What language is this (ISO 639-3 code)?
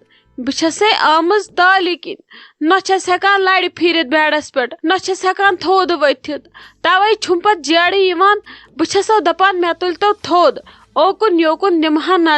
kas